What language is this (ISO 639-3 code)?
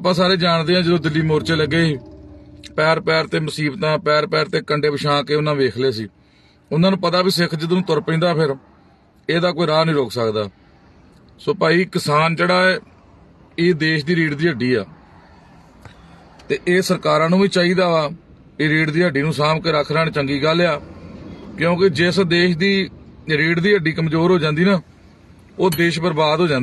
pan